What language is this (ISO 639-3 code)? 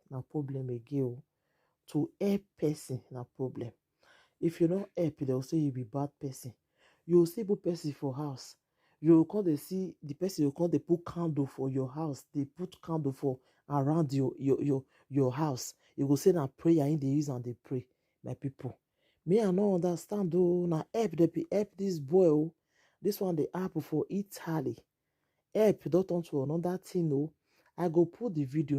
pcm